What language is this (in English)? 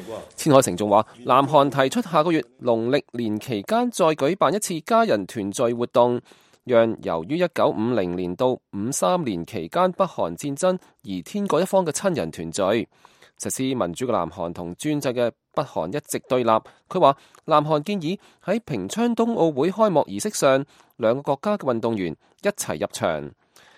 Cantonese